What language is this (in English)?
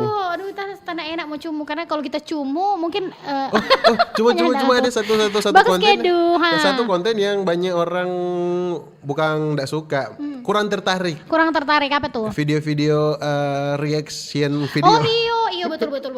Manado Malay